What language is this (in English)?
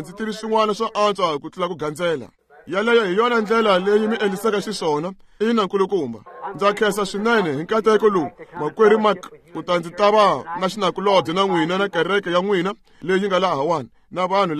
Tsonga